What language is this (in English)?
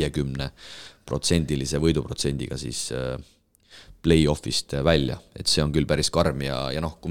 Estonian